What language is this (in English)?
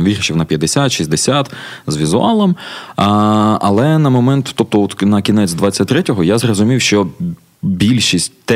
Ukrainian